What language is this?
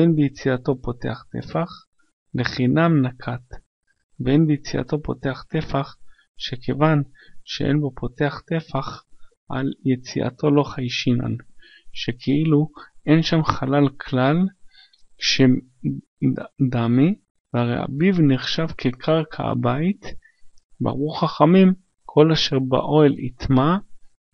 Hebrew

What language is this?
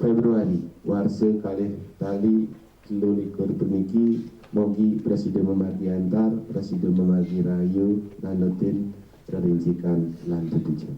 Balinese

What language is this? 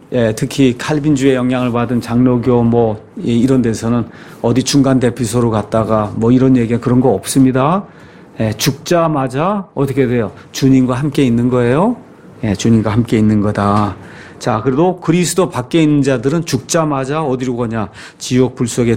Korean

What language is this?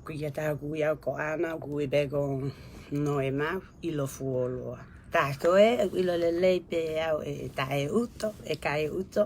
Tongan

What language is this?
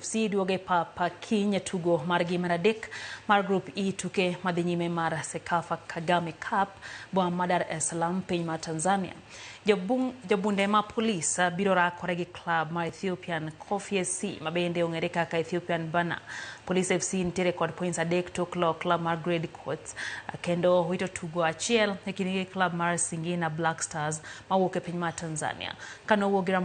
Luo (Kenya and Tanzania)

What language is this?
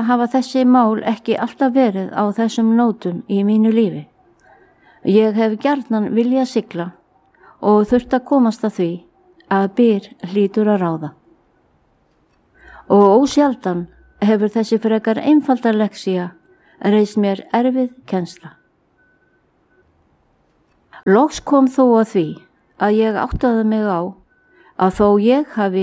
Icelandic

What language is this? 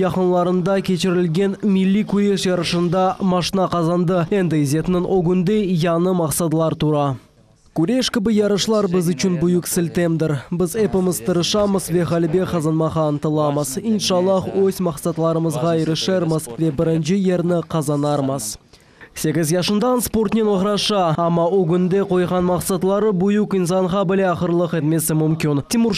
Crimean Tatar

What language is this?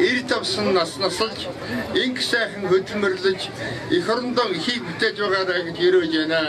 Mongolian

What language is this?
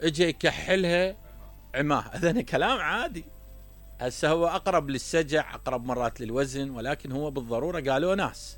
Mesopotamian Arabic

